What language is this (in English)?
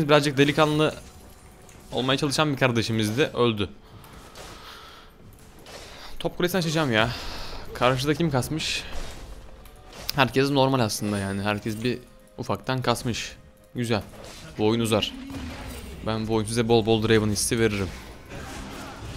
Turkish